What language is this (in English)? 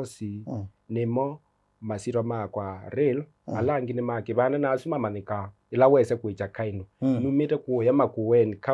Kamba